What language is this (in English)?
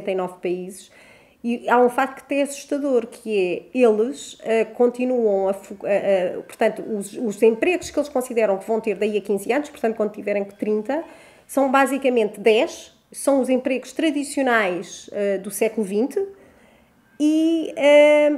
Portuguese